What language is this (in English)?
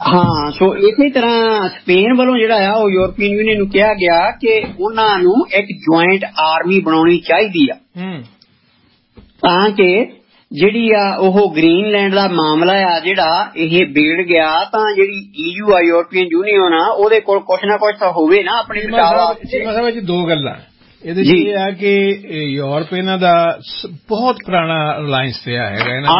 Punjabi